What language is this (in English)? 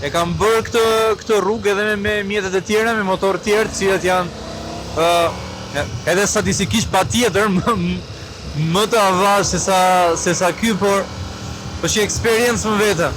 Albanian